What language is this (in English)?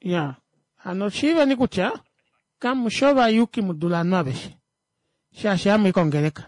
Kuanyama